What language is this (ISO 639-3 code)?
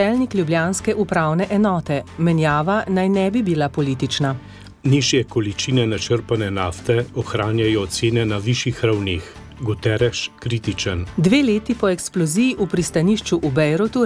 slv